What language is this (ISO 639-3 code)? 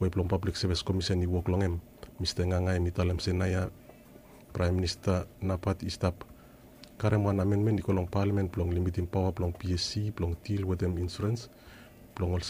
bis